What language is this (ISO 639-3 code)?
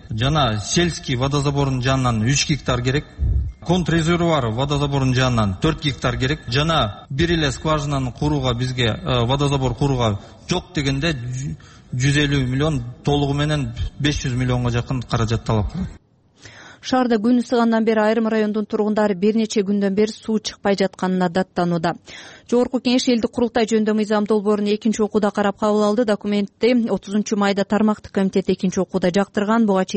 kir